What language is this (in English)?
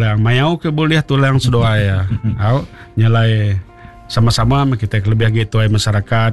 Iban